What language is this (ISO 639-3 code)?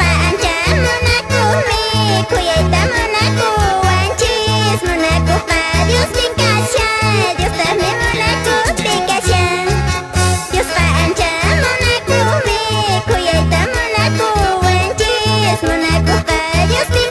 que